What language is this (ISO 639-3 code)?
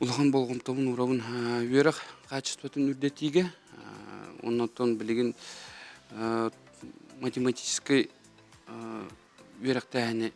sah